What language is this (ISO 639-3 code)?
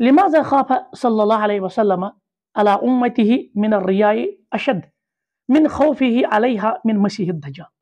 kas